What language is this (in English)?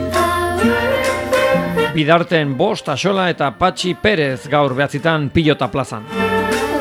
Basque